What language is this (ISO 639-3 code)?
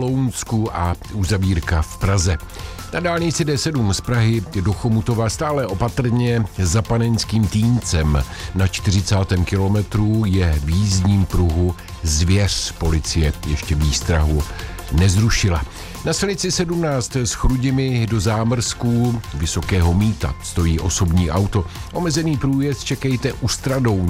ces